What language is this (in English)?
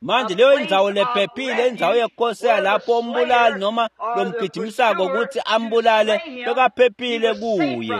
Swati